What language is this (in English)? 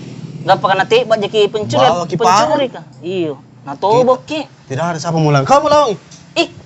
Makassar Malay